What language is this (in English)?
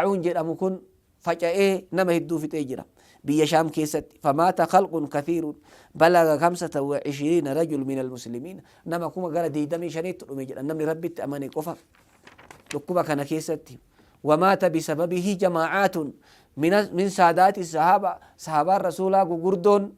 Oromo